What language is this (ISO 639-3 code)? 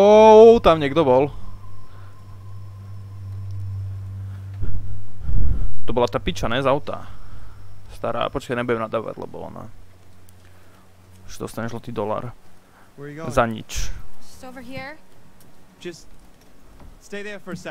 slk